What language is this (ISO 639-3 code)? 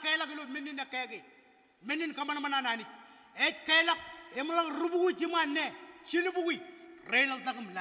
mah